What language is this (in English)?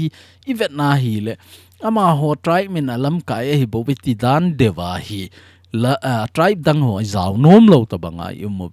Thado Chin